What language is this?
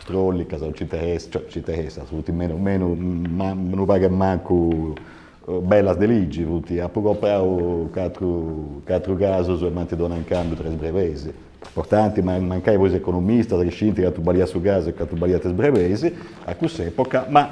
Sardinian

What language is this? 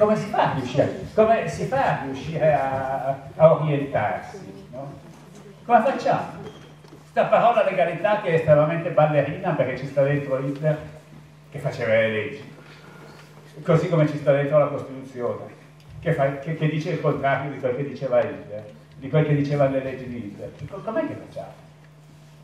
Italian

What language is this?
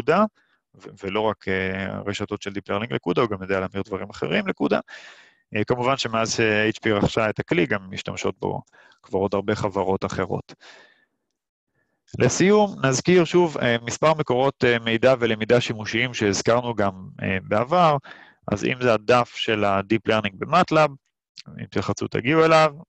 Hebrew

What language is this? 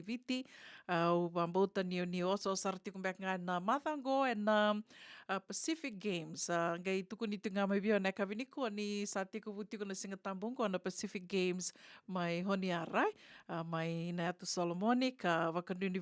Fijian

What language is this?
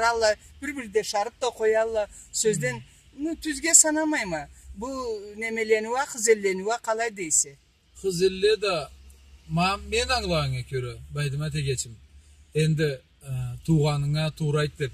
Karachay-Balkar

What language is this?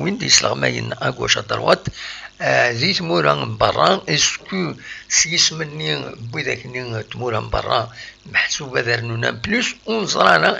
Kabyle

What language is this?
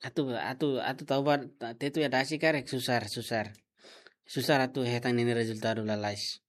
Tetum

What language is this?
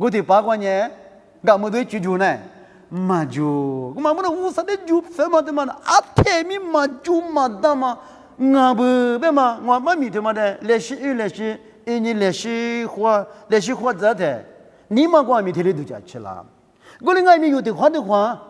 Lisu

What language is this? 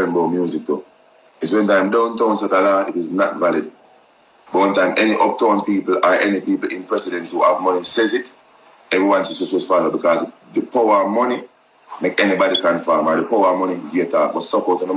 Jamaican Creole English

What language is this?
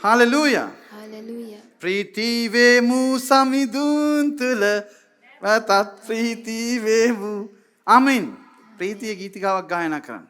Sinhala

